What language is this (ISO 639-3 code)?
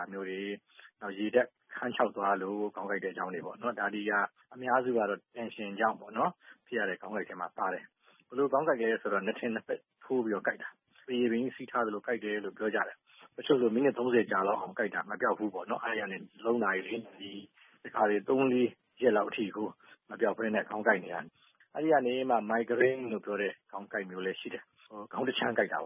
mya